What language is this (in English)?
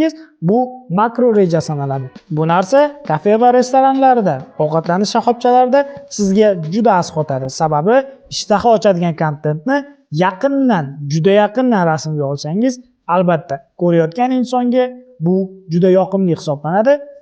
Uzbek